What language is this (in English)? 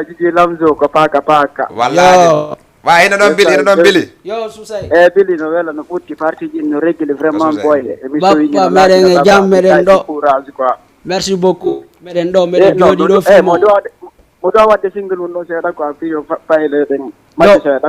Fula